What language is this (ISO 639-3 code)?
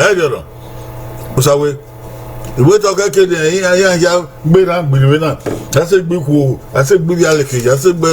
bin